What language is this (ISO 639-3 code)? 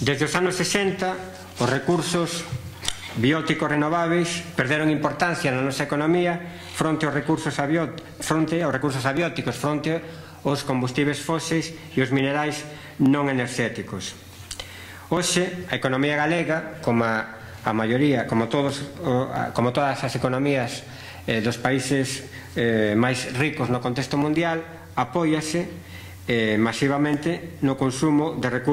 glg